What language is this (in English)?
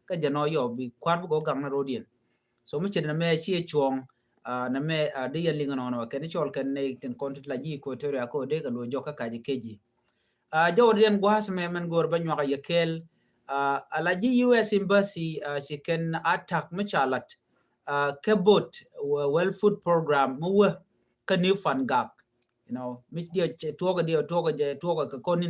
Nuer